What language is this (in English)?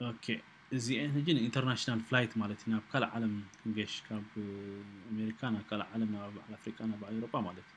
Tigrinya